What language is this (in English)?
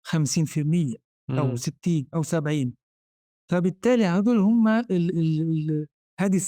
North Levantine Arabic